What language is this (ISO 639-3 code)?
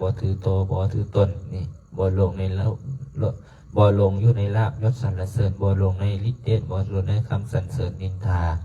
lao